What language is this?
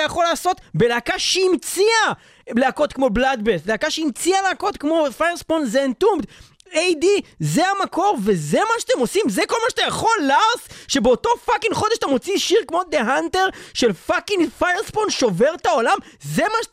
Hebrew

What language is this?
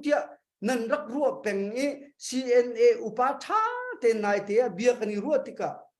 Hakha Chin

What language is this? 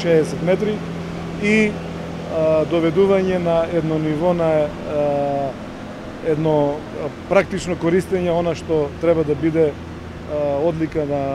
Macedonian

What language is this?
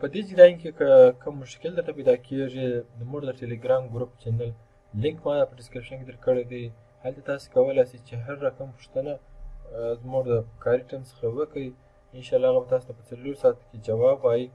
Pashto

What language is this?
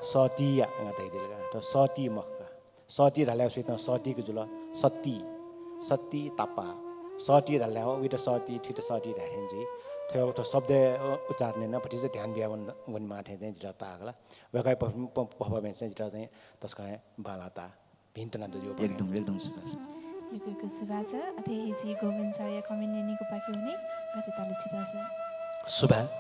Newari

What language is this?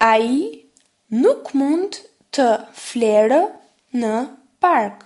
Albanian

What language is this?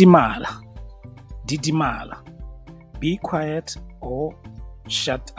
Tswana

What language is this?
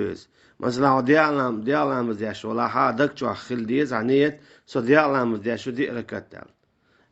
Chechen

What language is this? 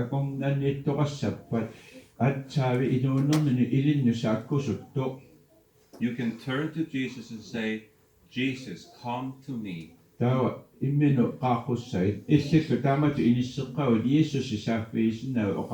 Kalaallisut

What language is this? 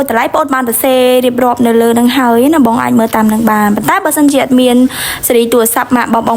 Khmer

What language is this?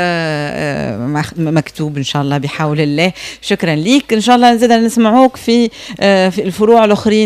Tunisian Arabic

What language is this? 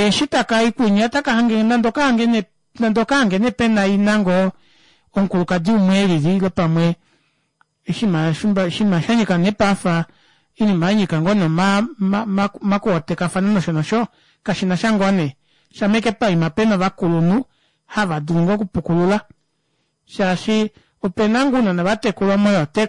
Kuanyama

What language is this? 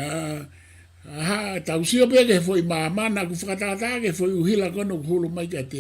Tongan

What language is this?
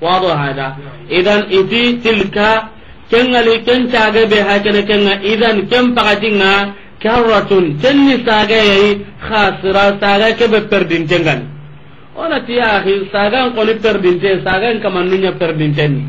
Soninke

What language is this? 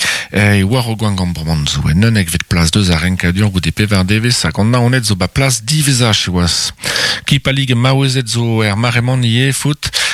Breton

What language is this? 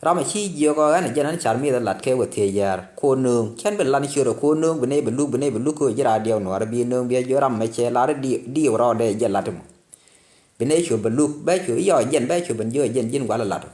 Nuer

